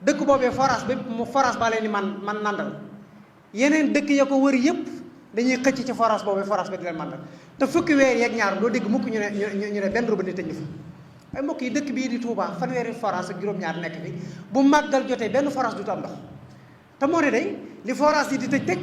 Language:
Wolof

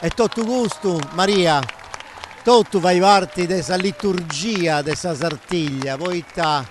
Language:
Sardinian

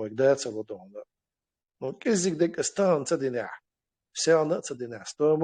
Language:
Chechen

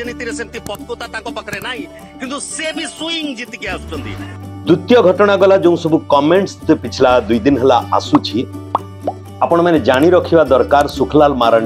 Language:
Odia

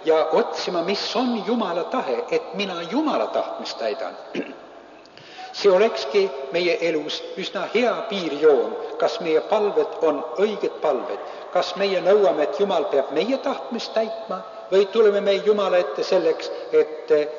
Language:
Estonian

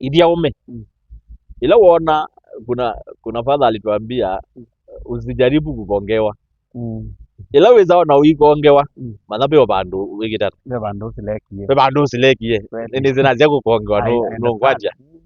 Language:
Kamba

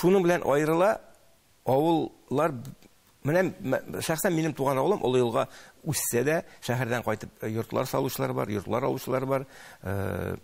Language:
Tatar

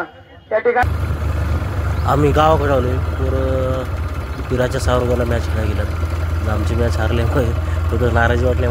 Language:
Marathi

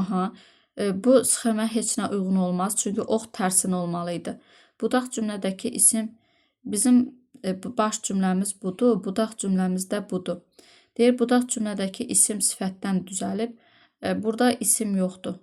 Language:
Azerbaijani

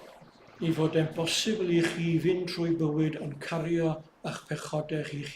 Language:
Welsh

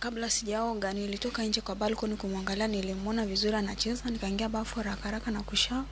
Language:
Luo (Kenya and Tanzania)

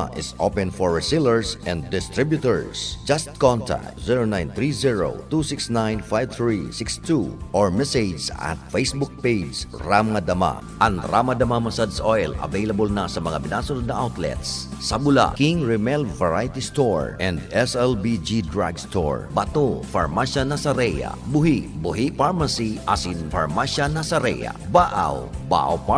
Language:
Bikol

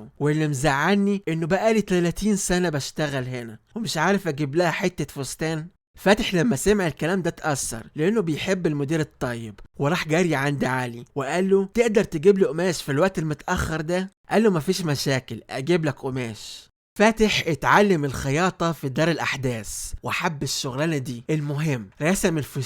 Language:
Egyptian Arabic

